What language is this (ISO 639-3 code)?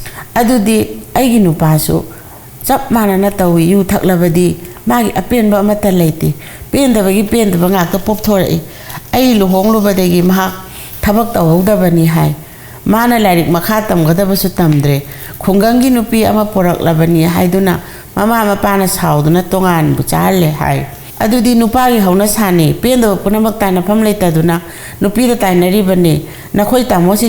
mni